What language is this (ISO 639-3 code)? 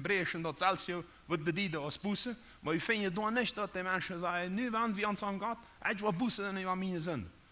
pdt